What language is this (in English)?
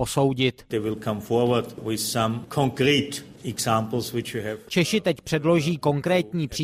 Czech